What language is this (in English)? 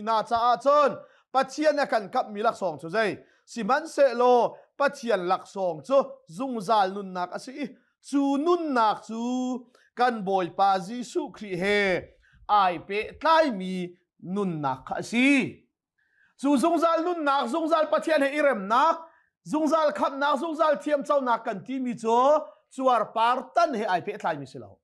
Hakha Chin